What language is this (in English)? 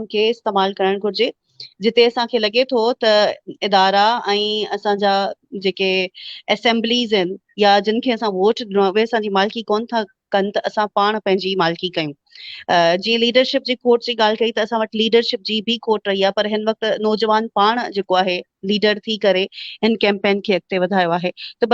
Sindhi